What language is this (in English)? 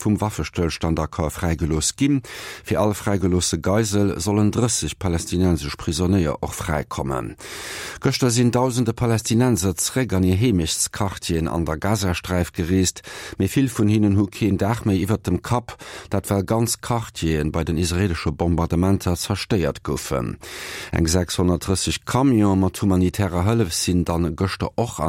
Luxembourgish